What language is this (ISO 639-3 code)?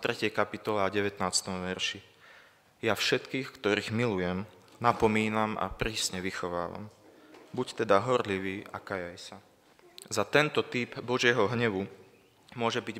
slk